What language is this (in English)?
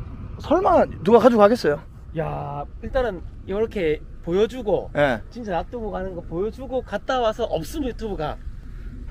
Korean